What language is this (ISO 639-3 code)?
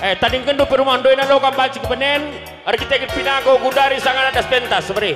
btx